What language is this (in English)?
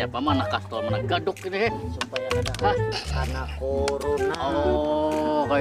Banjar